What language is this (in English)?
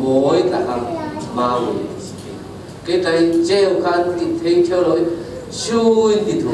Falam Chin